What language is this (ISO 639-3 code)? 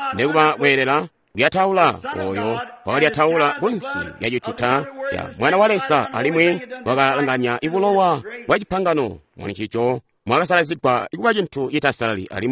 toi